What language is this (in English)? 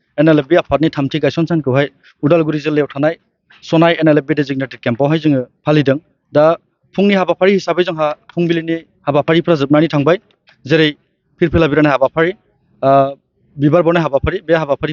Bodo